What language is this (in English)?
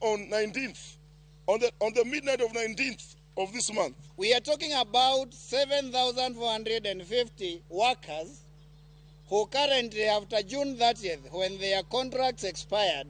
Luo (Kenya and Tanzania)